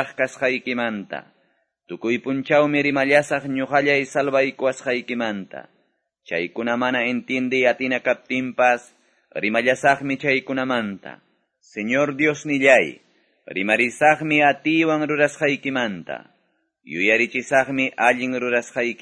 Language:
Quechua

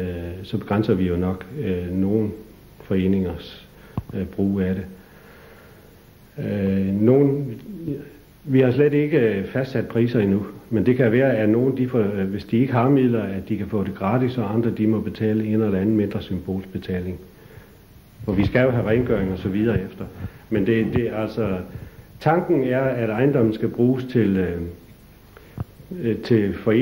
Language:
Danish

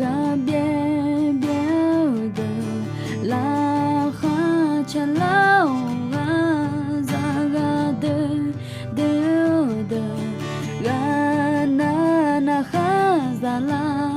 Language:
Akha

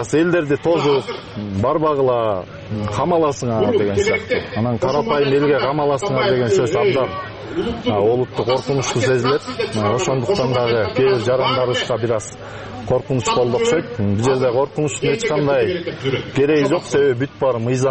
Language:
Kyrgyz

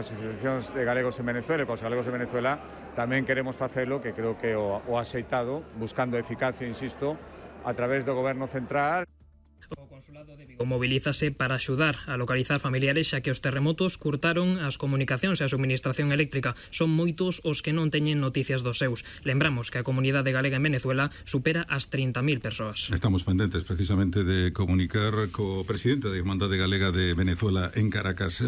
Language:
Galician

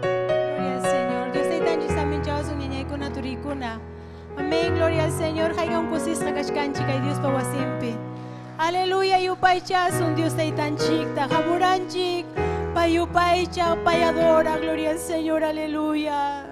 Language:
Ayacucho Quechua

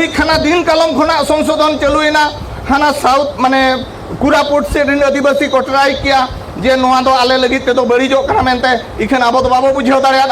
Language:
Santali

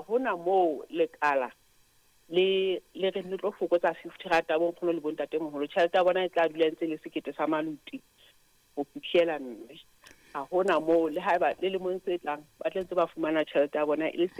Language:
Southern Sotho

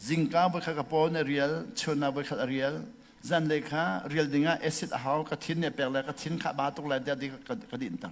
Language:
Hakha Chin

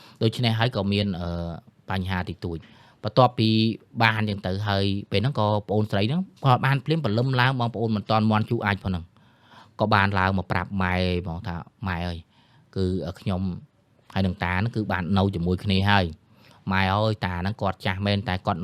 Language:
Khmer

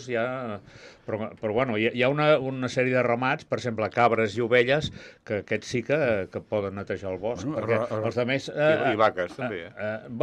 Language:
Catalan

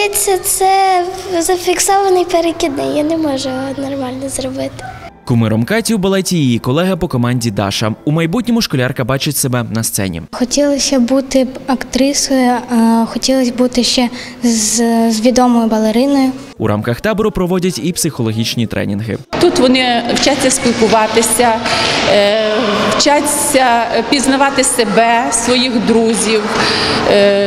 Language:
Ukrainian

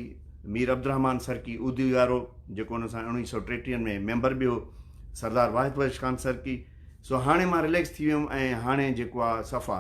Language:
Sindhi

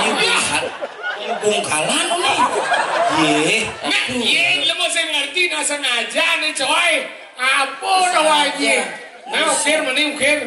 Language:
Balinese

